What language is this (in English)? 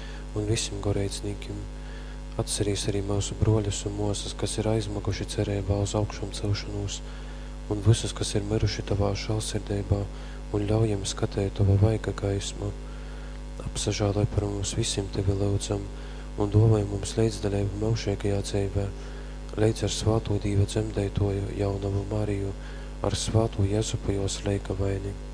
Latgalian